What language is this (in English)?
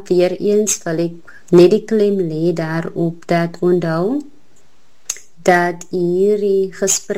Afrikaans